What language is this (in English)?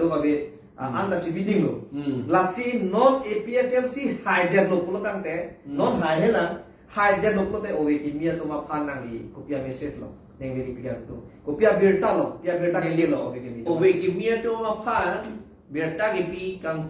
Karbi